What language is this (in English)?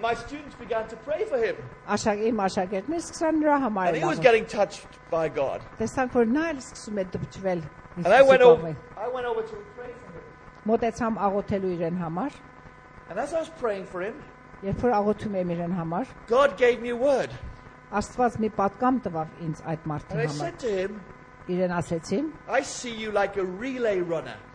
Armenian